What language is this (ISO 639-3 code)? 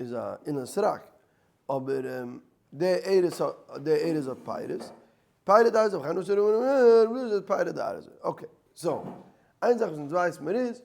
yid